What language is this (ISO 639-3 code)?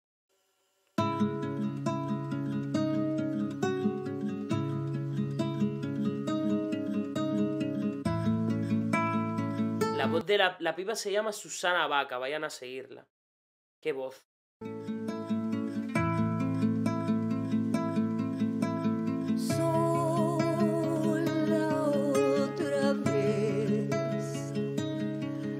spa